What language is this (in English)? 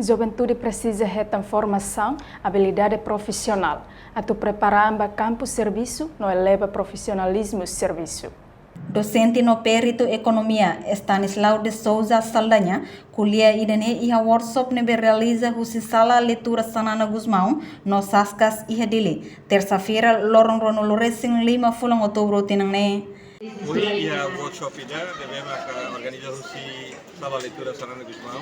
Tetum